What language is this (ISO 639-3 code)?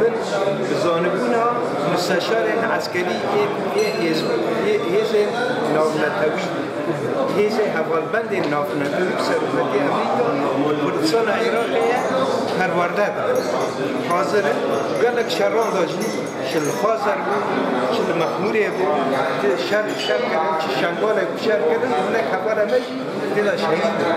kur